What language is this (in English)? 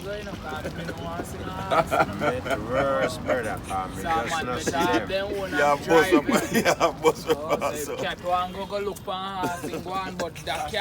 Jamaican Creole English